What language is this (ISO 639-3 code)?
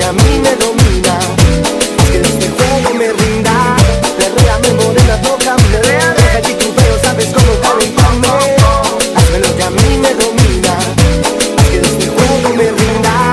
spa